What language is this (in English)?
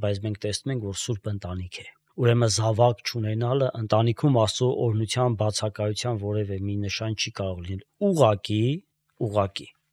Armenian